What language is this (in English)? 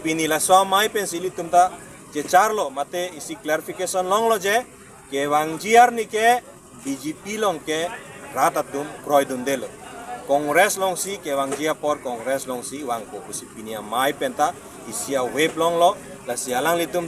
Karbi